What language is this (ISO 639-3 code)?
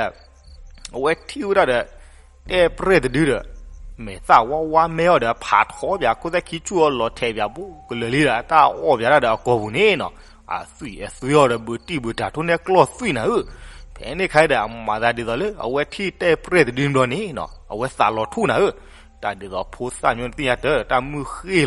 ksw